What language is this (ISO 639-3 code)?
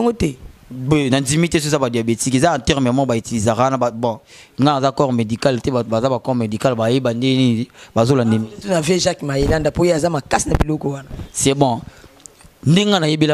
lin